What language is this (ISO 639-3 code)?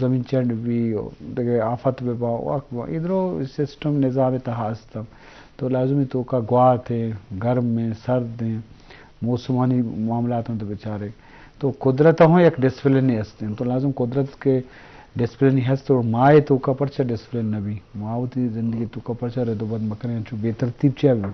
bgp